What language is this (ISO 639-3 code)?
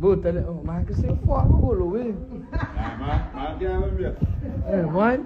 kea